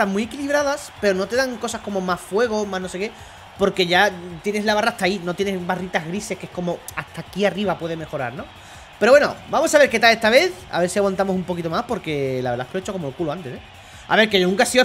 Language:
Spanish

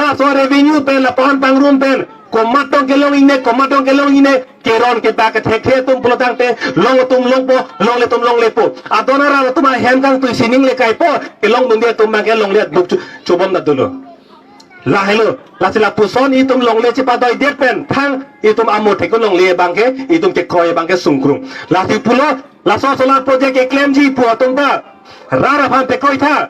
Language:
Karbi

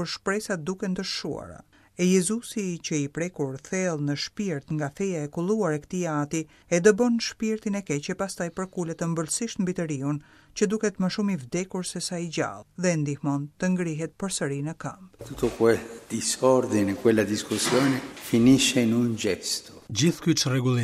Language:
Albanian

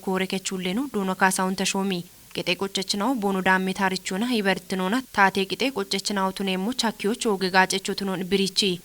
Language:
Kafa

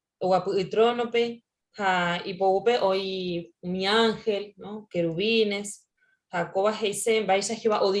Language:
Guarani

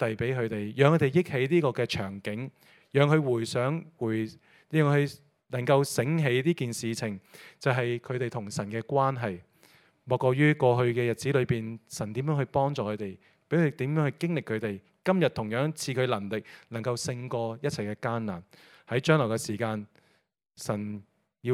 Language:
Cantonese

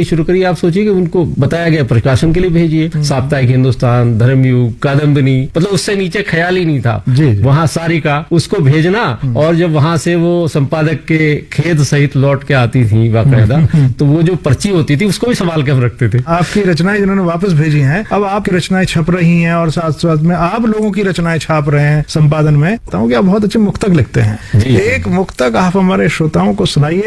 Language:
Hindi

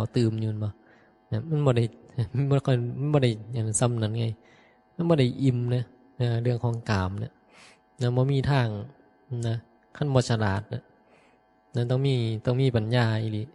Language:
Northeastern Thai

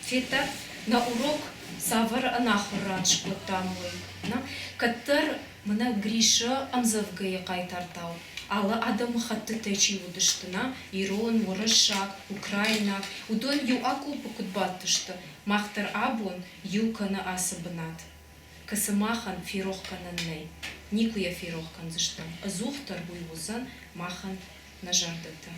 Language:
Ossetic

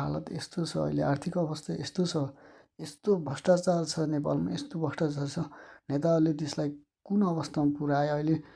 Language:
Nepali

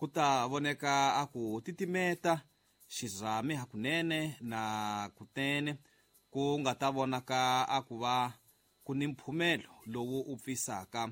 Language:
Tsonga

